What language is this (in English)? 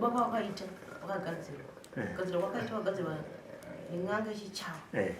Shona